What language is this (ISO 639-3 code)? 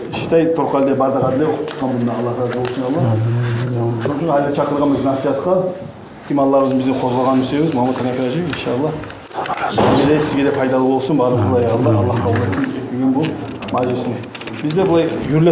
kum